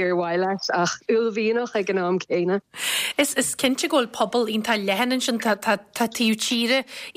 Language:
Irish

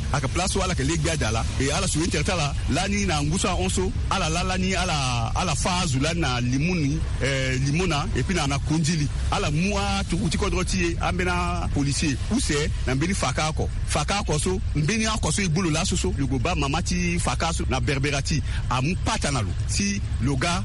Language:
Sango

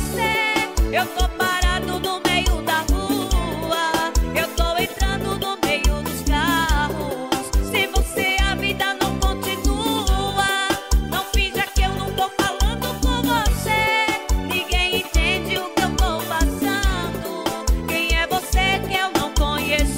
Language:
Portuguese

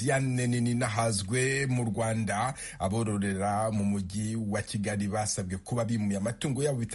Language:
Kinyarwanda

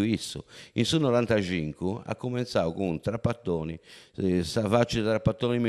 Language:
Sardinian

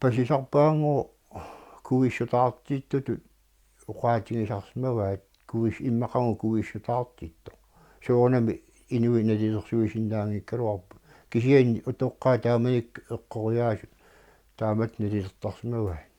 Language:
Kalaallisut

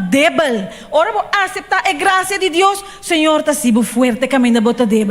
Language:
Papiamento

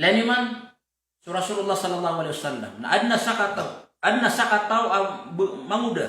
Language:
Maranao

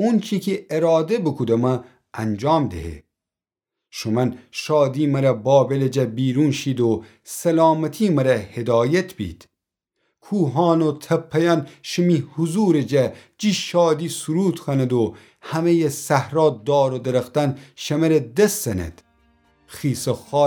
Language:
Gilaki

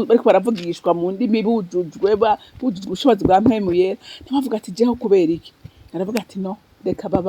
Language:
Rundi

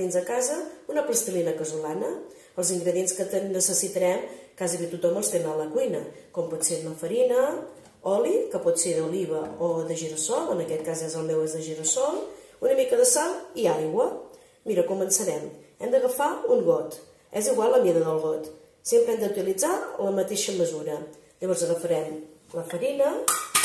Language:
Catalan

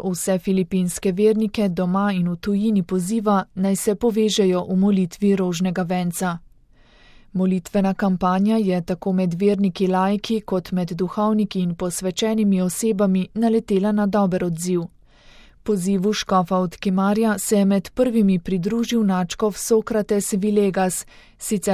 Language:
Slovenian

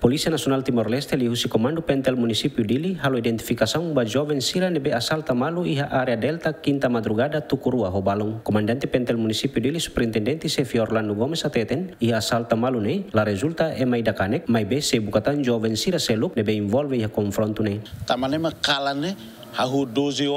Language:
Tetum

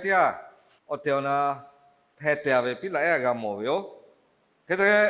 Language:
Lahu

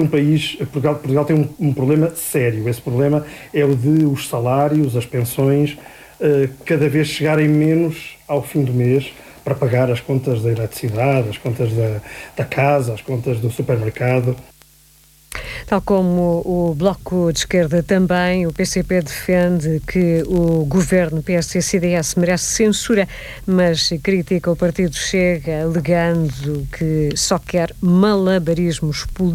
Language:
Portuguese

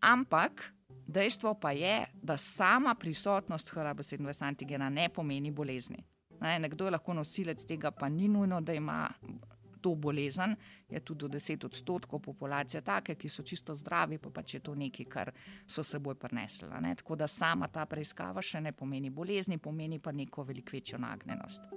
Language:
Slovenian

